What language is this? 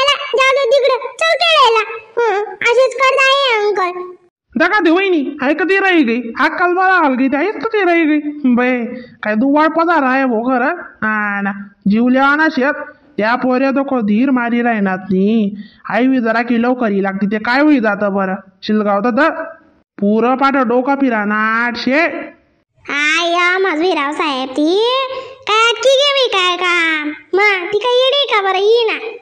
Khandesi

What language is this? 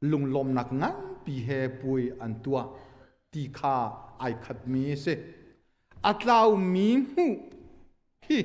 Hakha Chin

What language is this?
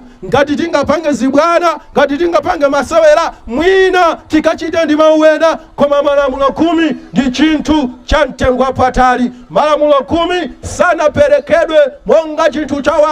Nyanja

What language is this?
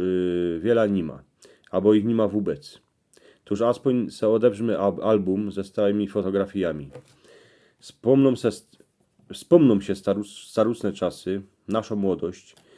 Silesian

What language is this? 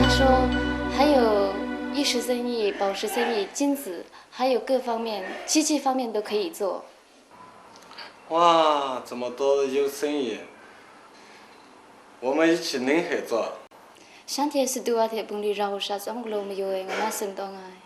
Kachin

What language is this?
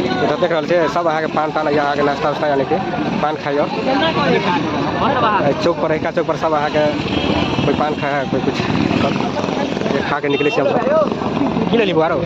Maithili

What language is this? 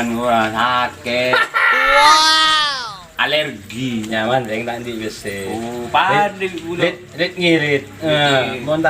Madurese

